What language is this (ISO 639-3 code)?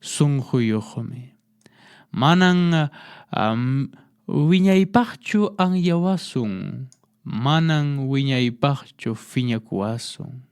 que